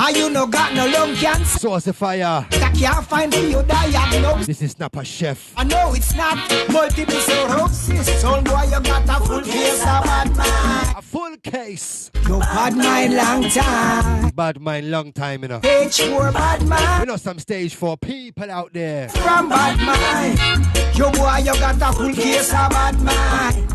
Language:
Jamaican Creole English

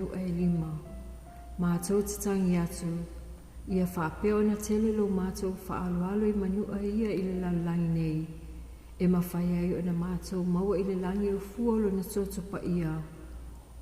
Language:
Samoan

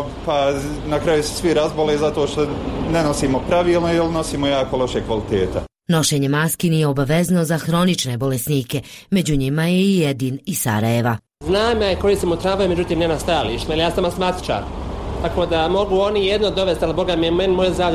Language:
Bosnian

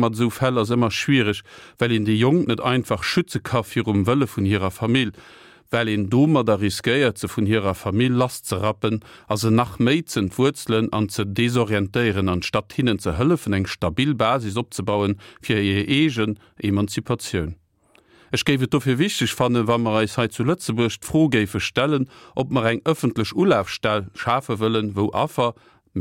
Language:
Luxembourgish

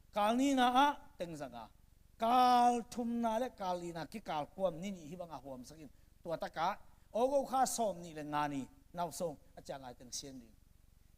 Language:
Tedim Chin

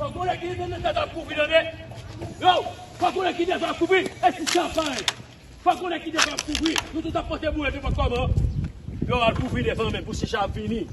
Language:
Haitian Creole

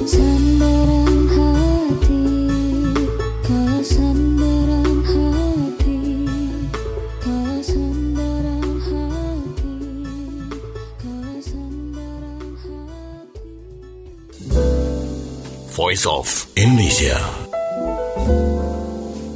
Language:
Indonesian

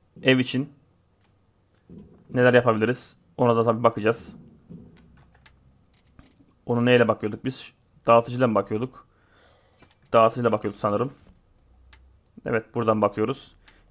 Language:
Turkish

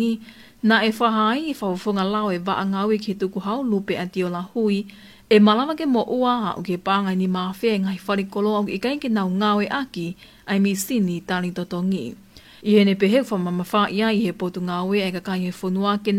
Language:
Tongan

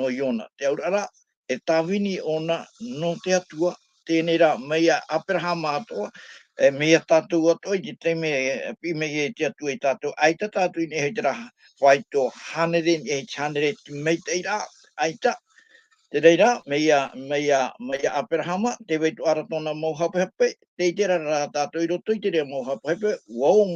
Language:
Tahitian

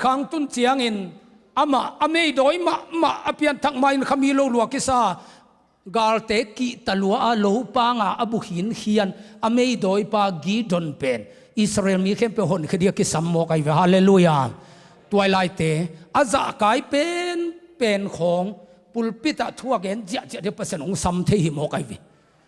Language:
Tedim Chin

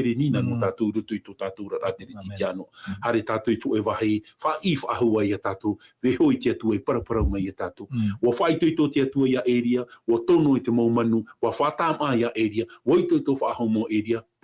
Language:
Tahitian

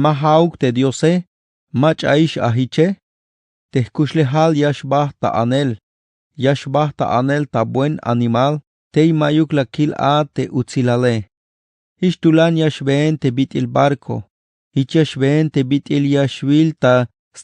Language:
Tzeltal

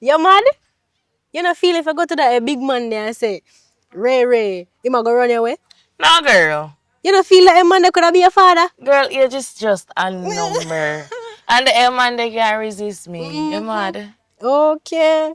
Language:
Jamaican Creole English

